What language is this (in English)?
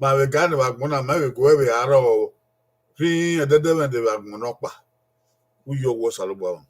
Bini